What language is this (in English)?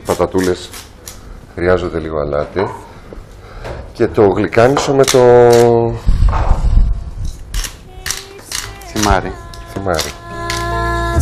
Greek